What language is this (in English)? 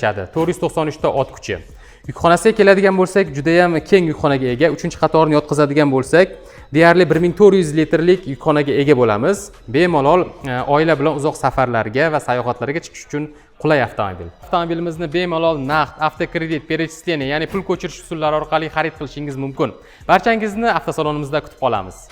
Uzbek